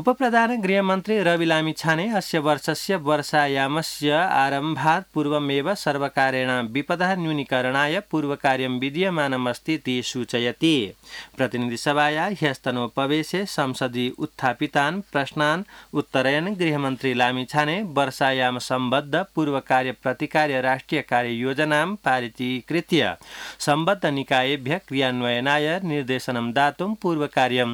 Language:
Sanskrit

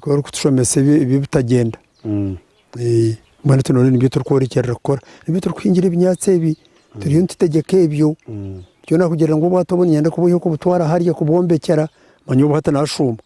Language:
Nyankole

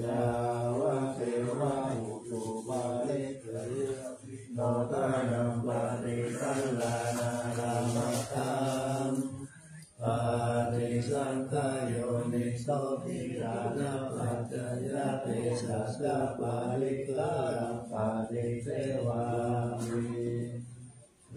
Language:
Pali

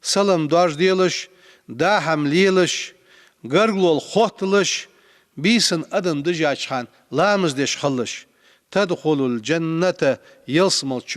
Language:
Ingush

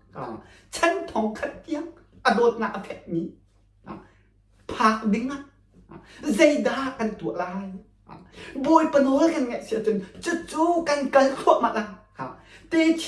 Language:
Hakha Chin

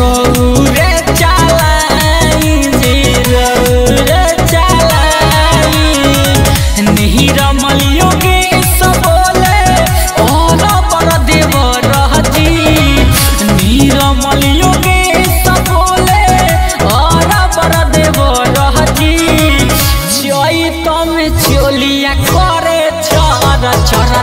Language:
Bhojpuri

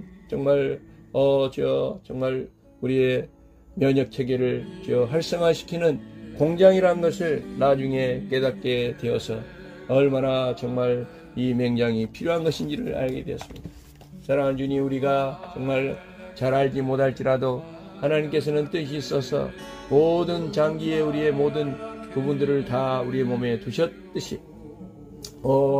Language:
Korean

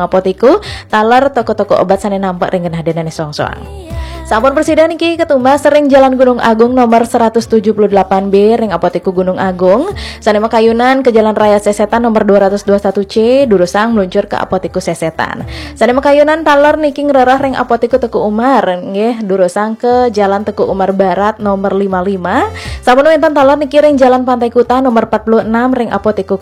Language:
Balinese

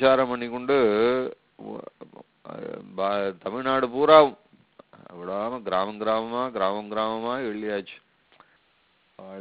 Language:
Tamil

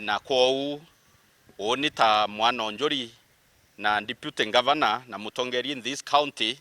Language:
Meru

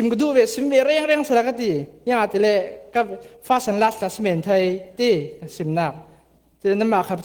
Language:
Falam Chin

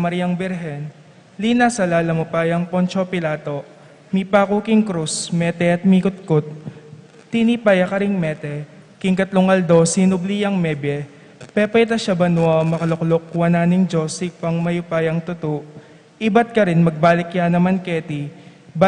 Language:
Pampanga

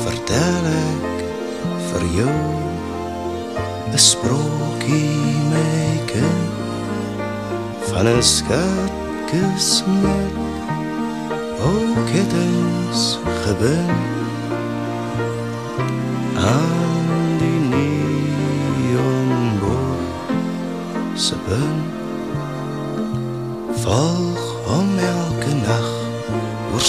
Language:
Afrikaans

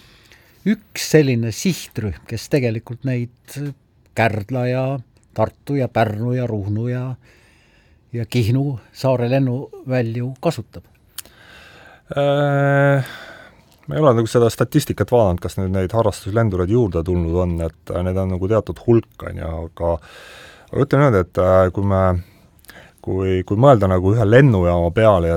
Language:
Estonian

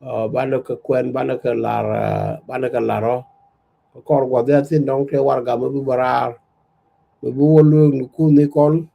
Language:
Nuer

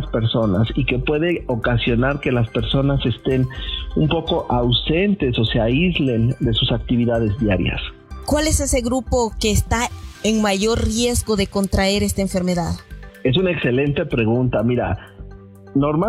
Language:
Spanish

